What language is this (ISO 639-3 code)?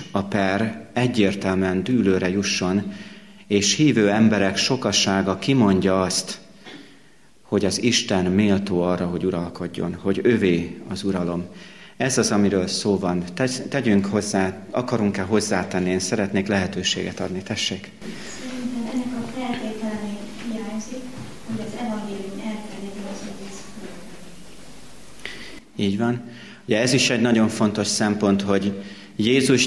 hun